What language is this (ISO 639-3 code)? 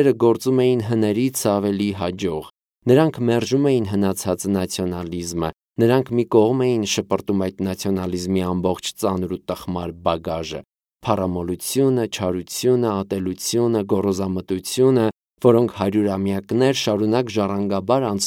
hye